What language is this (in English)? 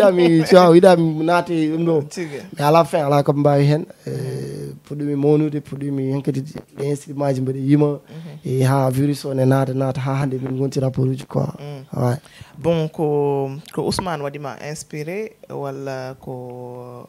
Fula